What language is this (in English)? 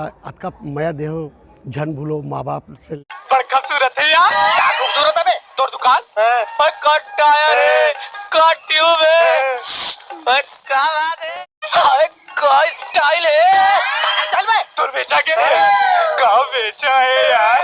Chhattisgarhi